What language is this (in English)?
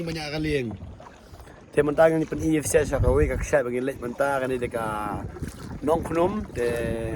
Khasi